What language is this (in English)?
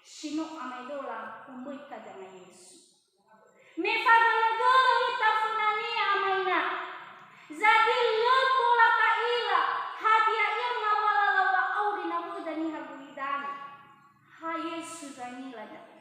Nias